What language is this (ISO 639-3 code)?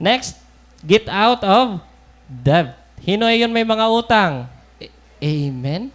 war